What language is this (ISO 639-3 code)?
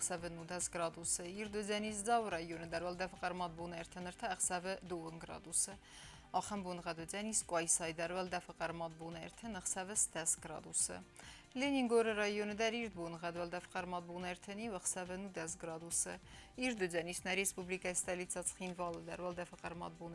oss